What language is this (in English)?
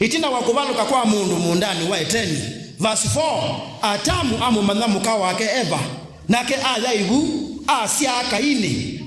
Kamba